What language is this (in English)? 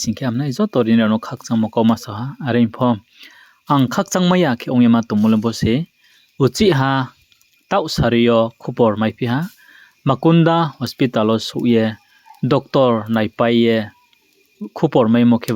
Riang (India)